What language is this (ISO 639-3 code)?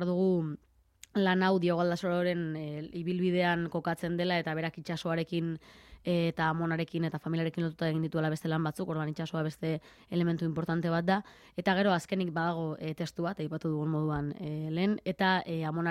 eus